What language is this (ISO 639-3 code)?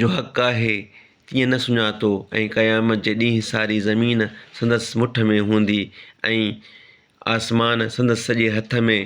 snd